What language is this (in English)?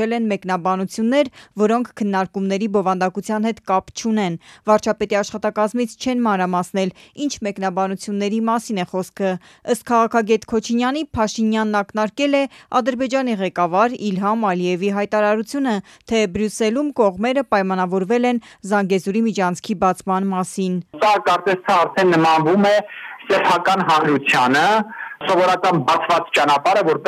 Armenian